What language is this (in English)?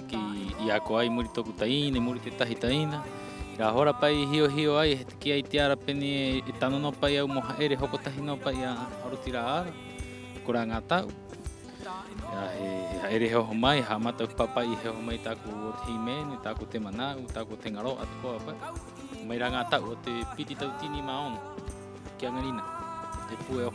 Rapanui